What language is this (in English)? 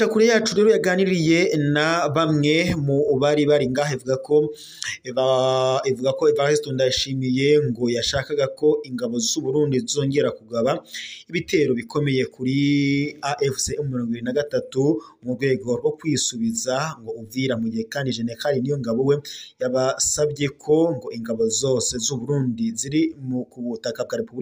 Rundi